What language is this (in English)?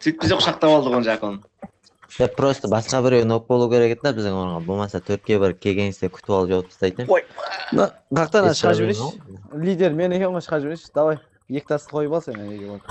Kara-Kalpak